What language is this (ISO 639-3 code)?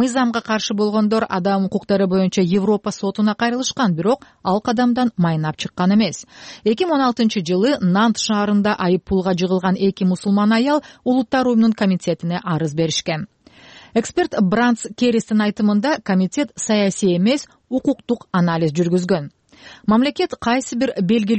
kir